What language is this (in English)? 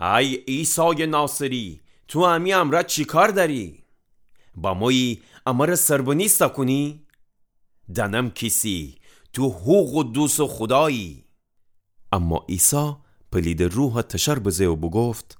Gilaki